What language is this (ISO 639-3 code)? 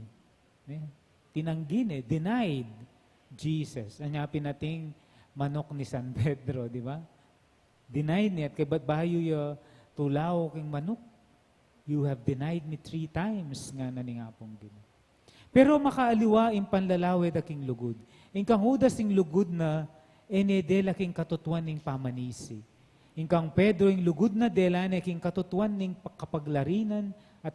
pam